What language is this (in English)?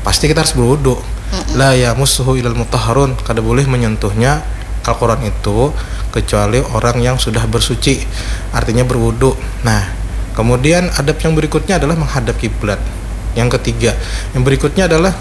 Banjar